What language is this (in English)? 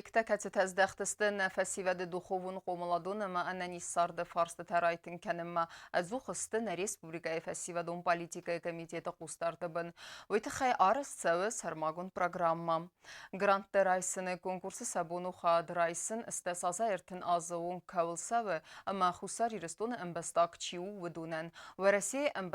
Ossetic